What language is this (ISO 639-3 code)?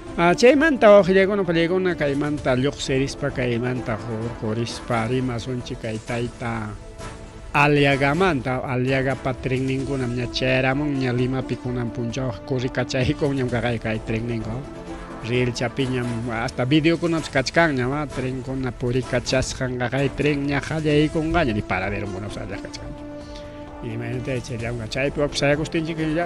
quy